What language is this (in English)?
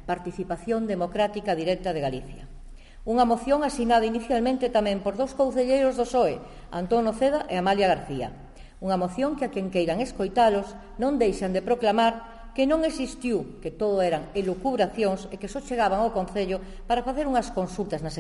Galician